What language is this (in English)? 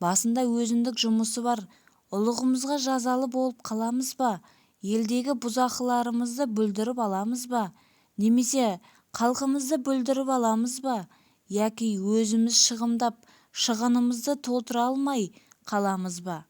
Kazakh